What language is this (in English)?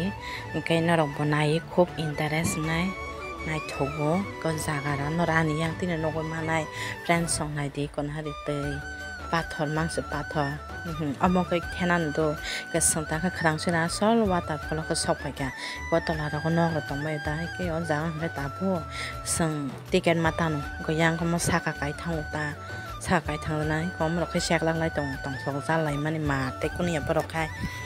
Kok Borok